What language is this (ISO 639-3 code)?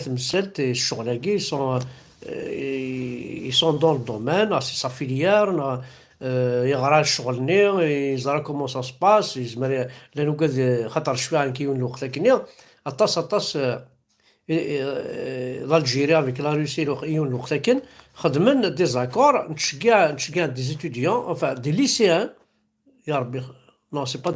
kab